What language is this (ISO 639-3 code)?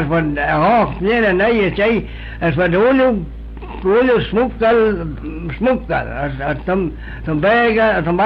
glv